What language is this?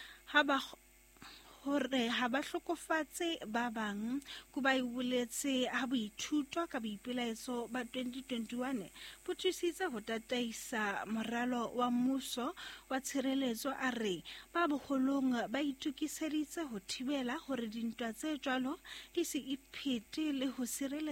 Southern Sotho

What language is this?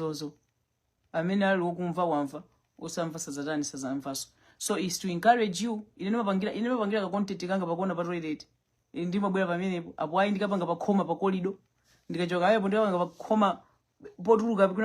Nyanja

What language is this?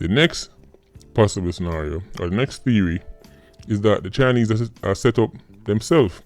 Jamaican Creole English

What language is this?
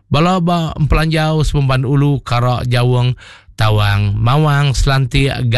Iban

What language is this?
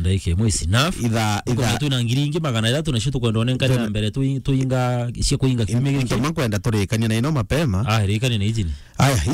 Meru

